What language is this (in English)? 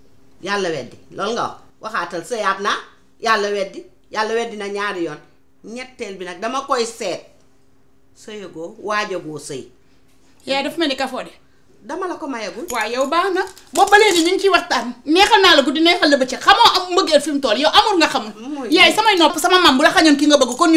Wolof